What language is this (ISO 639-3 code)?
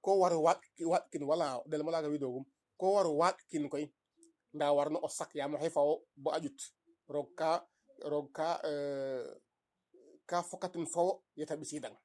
srr